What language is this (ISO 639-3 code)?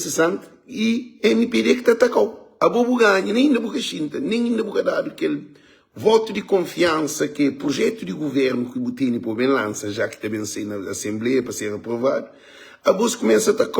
kea